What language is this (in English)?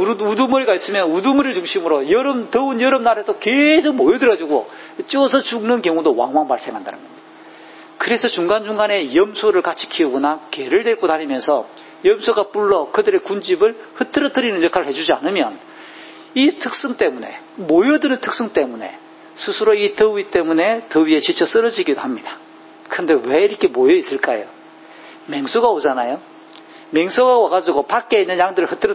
Korean